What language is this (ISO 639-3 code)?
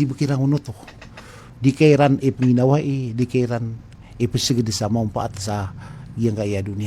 mrw